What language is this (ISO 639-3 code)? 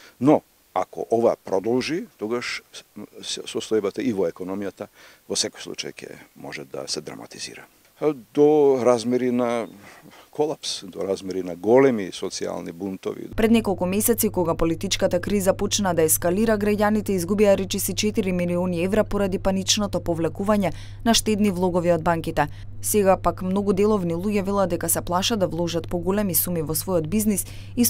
mkd